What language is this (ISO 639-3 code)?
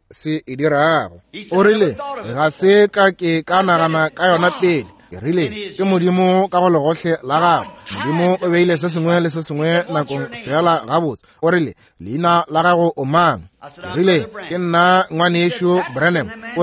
nso